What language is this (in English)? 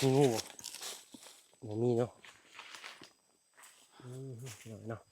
Lao